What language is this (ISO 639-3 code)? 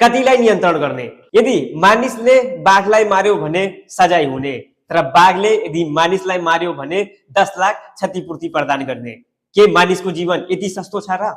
nep